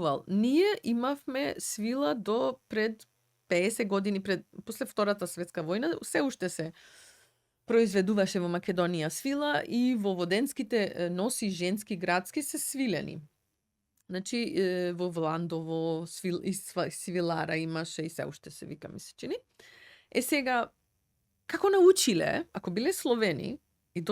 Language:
Macedonian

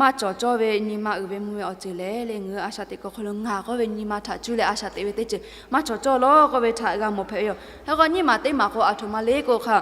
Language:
Lahu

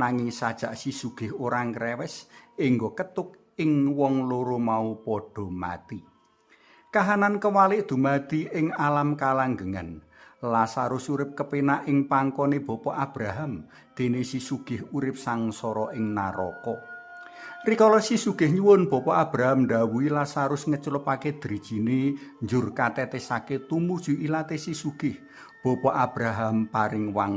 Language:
Javanese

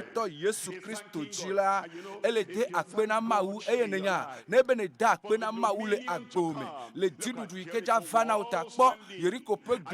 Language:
Ewe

